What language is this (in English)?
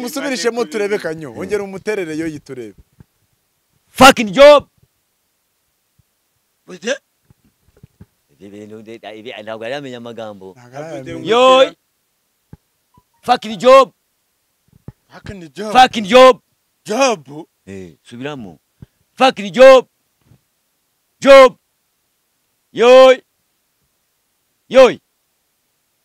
Kinyarwanda